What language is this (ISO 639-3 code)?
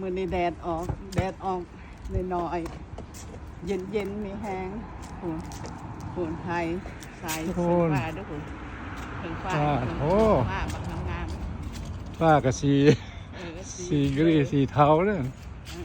lao